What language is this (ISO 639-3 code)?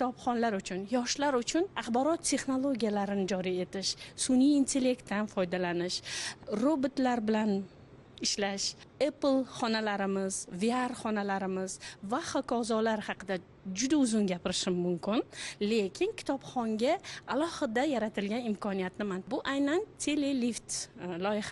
uzb